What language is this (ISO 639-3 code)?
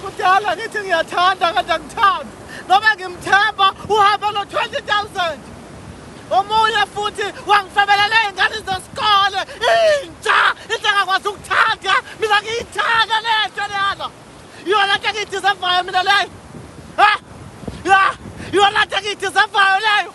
zul